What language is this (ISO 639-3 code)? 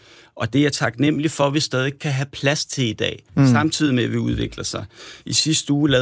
dan